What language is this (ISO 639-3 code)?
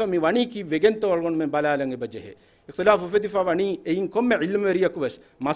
div